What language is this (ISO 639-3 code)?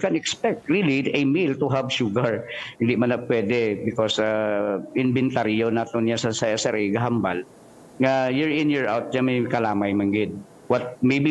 hil